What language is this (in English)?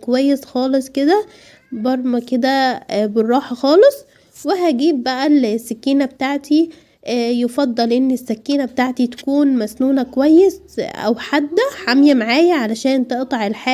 Egyptian Arabic